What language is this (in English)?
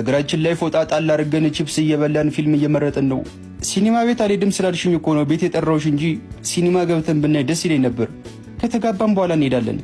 Amharic